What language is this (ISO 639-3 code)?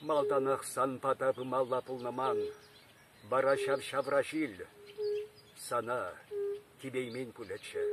chv